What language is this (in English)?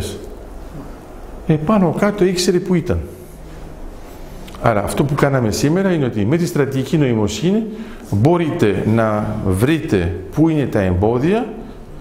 Greek